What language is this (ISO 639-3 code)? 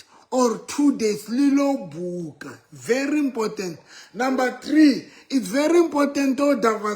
sot